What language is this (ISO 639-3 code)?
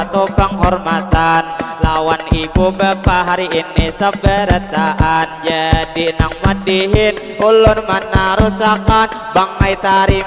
bjn